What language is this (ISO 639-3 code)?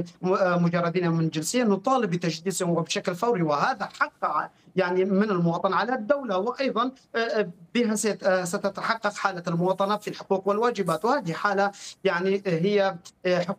ara